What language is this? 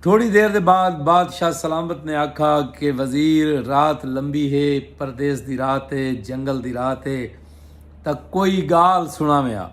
Saraiki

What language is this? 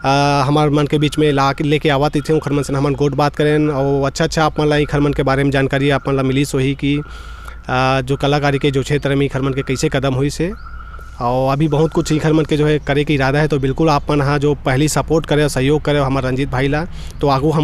Chhattisgarhi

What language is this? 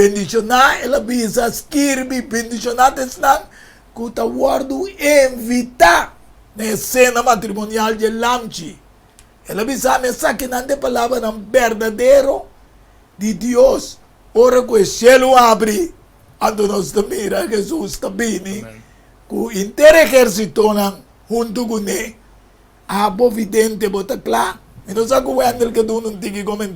Papiamento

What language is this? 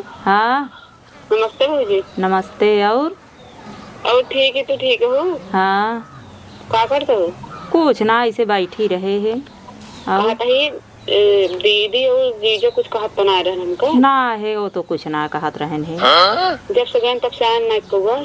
Awadhi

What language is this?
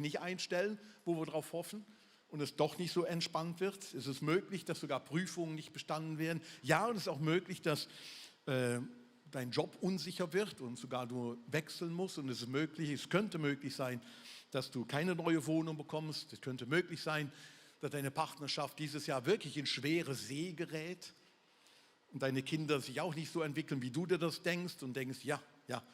Swiss German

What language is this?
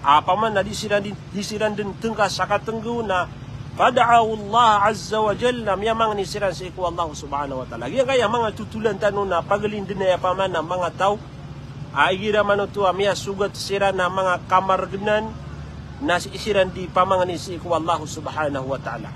Maranao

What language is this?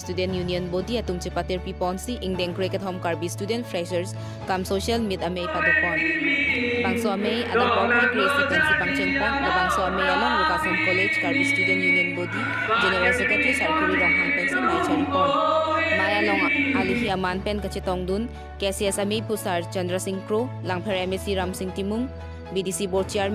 Karbi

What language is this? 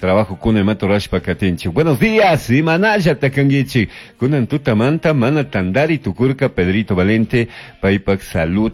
Chimborazo Highland Quichua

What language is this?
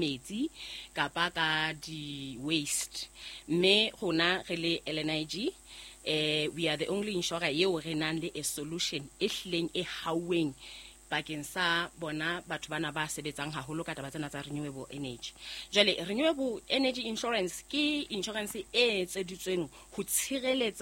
Southern Sotho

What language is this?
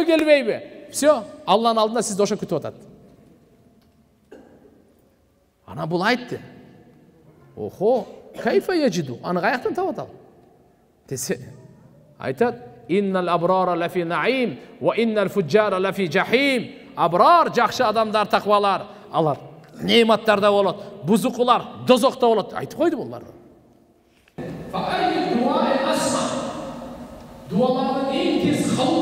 Kyrgyz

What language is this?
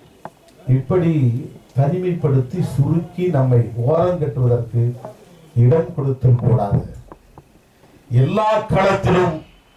Tamil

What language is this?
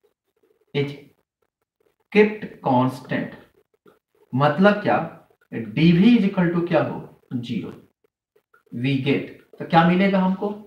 Hindi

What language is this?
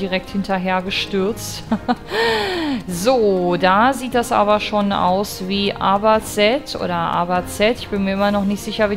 German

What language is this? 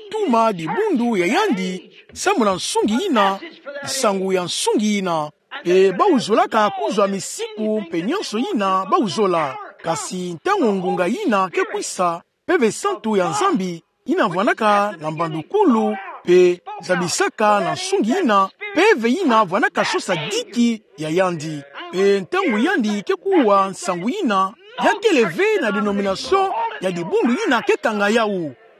Kituba (Democratic Republic of Congo)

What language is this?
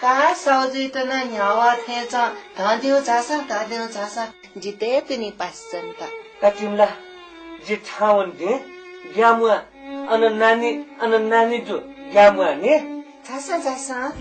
Newari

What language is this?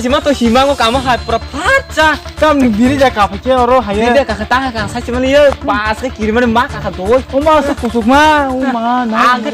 Kok Borok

